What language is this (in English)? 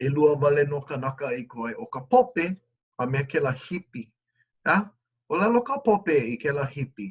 Hawaiian